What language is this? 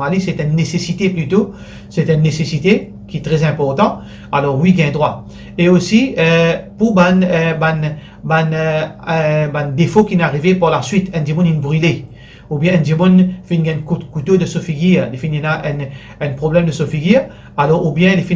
Morisyen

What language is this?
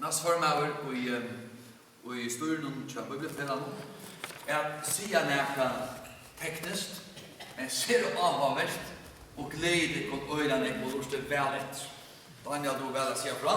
Faroese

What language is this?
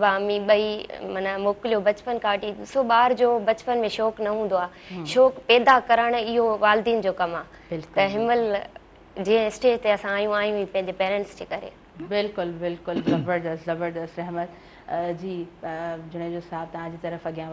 Sindhi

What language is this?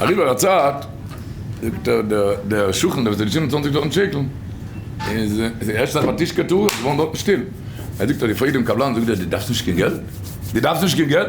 Yiddish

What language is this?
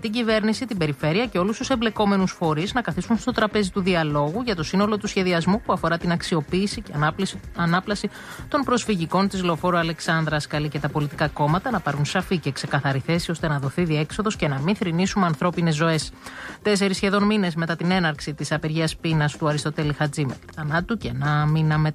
Greek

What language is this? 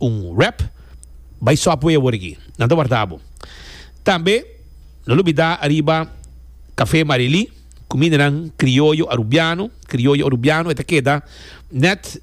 Papiamento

